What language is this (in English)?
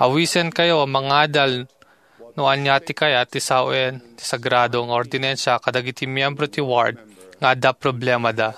Iloko